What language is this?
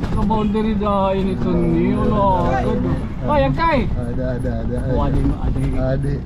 Waray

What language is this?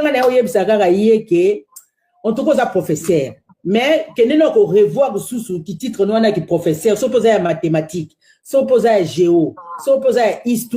Lingala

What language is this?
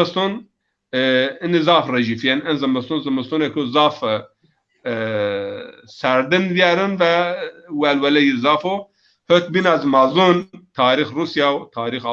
Zaza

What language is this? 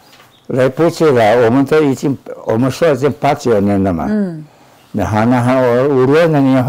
Taroko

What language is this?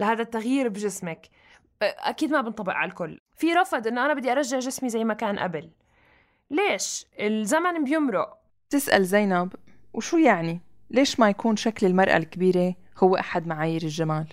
North Levantine Arabic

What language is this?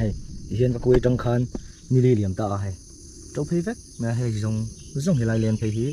Mizo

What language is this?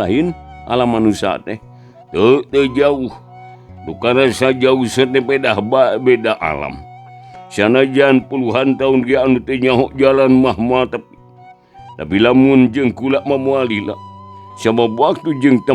Sundanese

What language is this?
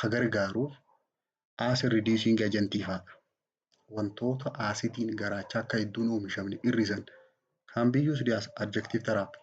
Oromo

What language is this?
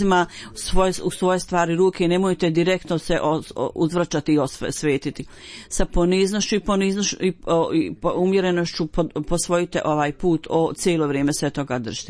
Bosnian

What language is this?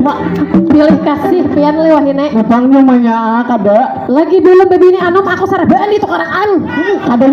Banjar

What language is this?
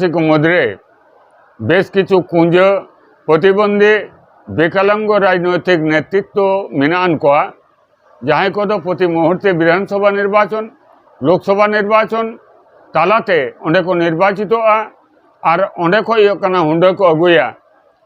Santali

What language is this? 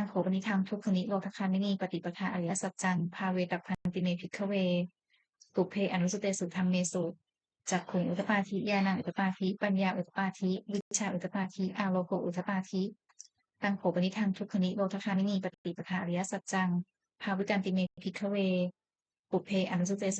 Pali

